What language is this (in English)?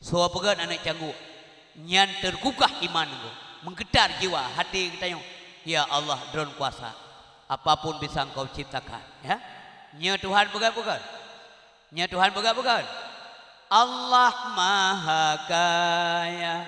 Achinese